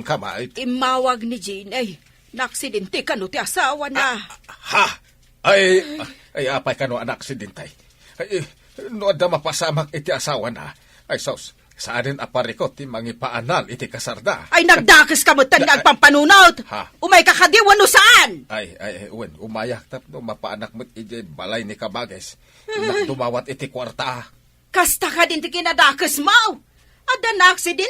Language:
Iloko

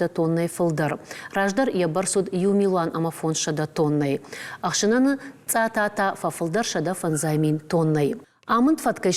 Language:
Ossetic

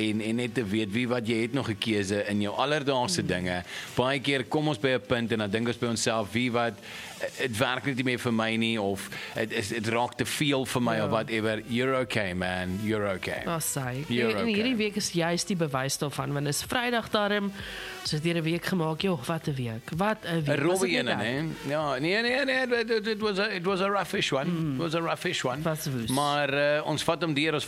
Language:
Afrikaans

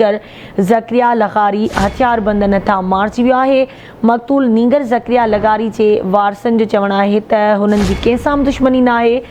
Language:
Sindhi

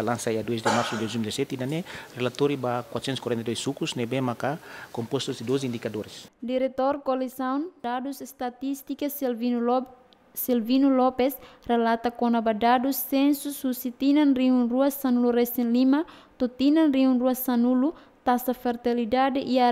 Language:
Tetum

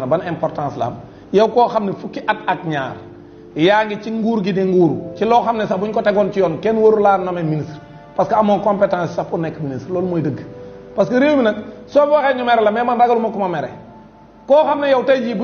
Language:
Wolof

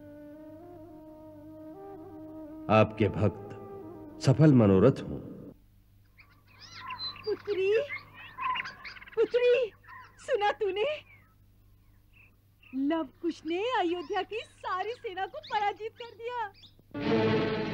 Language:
Hindi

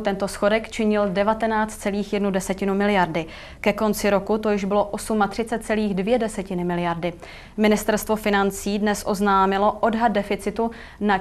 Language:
Czech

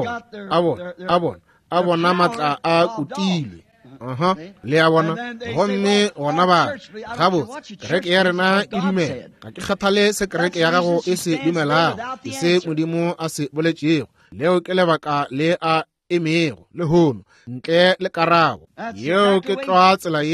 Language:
Northern Sotho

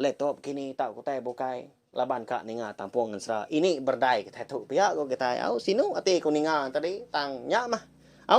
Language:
Iban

